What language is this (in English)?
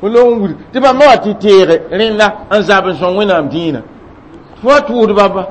Mossi